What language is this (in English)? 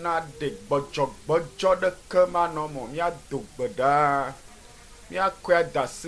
Ewe